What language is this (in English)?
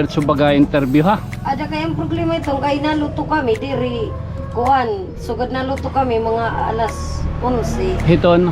Waray